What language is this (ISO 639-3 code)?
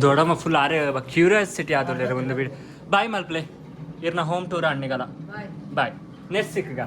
tcy